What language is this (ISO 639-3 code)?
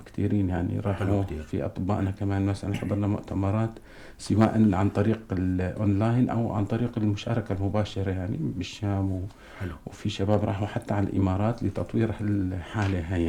apc